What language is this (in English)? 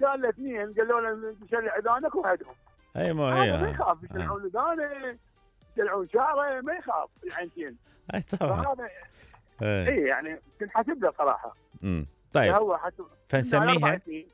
Mesopotamian Arabic